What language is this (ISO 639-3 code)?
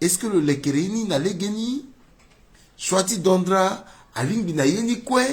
sag